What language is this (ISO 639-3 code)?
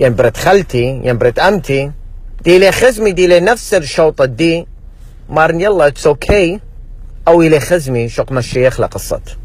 aii